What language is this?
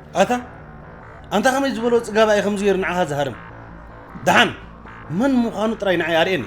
Tigrinya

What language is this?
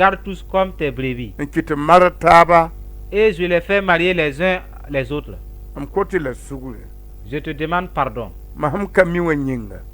Mossi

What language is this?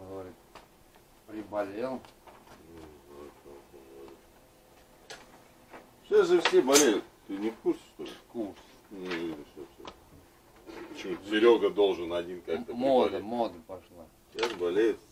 Russian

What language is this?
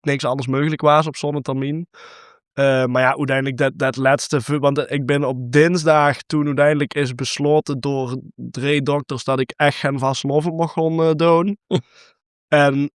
Limburgish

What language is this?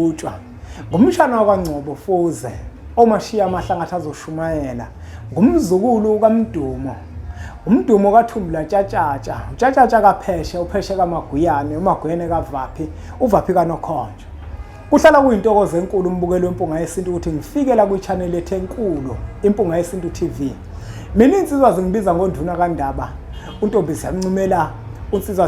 Zulu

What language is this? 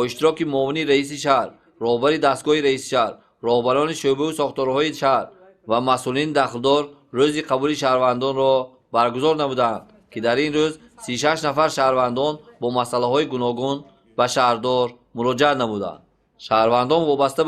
Tajik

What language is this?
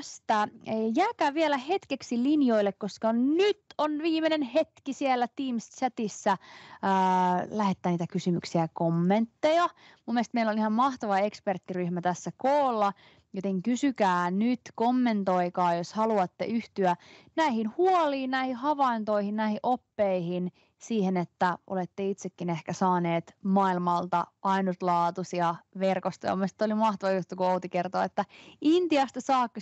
Finnish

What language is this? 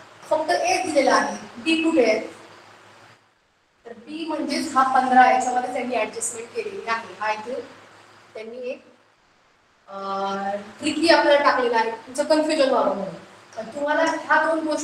Marathi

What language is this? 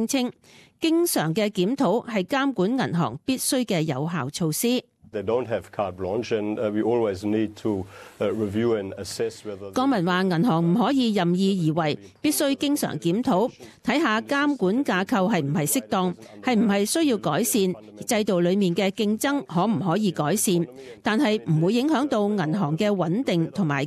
Cantonese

